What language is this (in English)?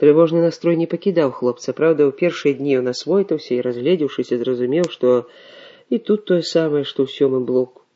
Belarusian